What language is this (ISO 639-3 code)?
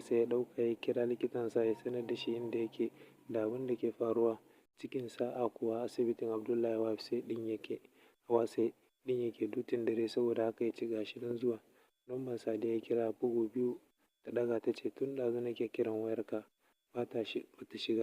hau